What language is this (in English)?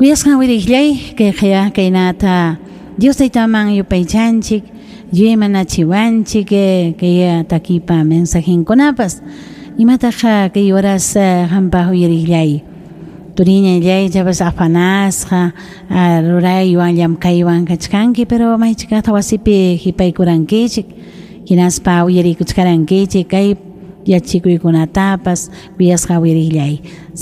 Ayacucho Quechua